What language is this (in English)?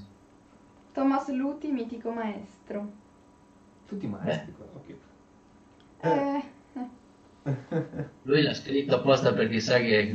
Italian